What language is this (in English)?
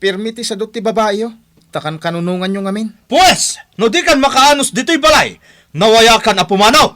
Iloko